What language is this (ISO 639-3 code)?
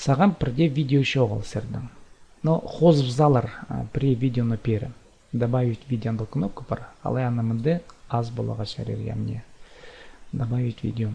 kjh